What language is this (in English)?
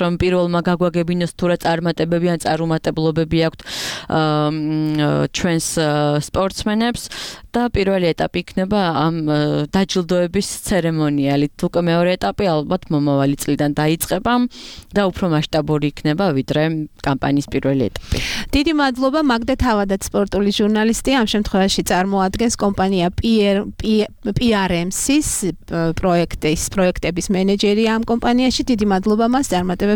Georgian